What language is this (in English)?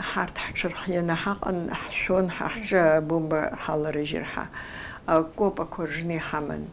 Abkhazian